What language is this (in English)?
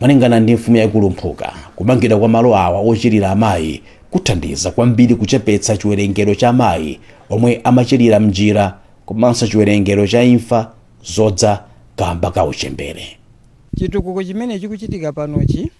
Nyanja